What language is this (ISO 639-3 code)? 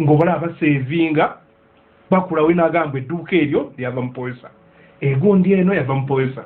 lug